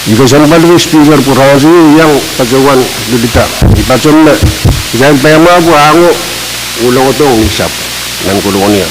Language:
Pohnpeian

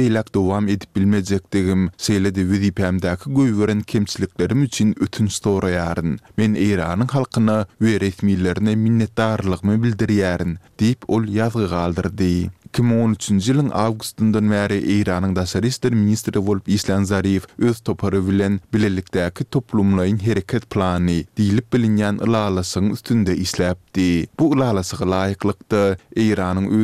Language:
Turkmen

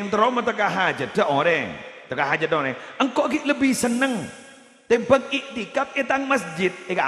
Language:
Madurese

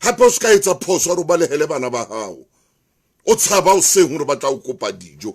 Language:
Southern Sotho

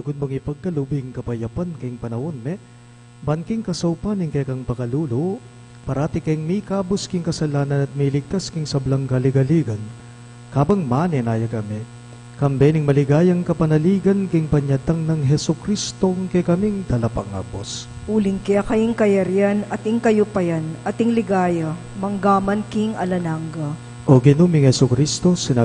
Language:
Pampanga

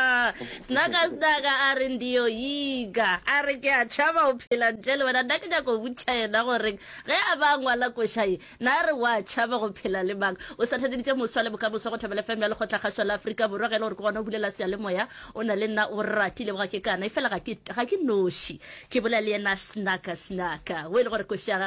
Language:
Northern Sotho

